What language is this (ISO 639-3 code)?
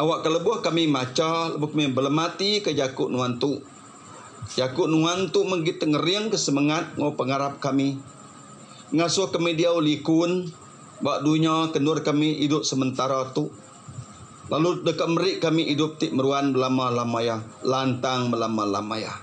iba